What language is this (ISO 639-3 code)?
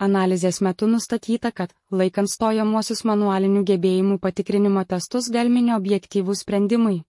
lit